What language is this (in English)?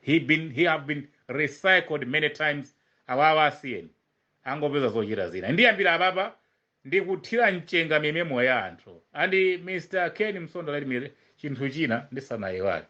Nyanja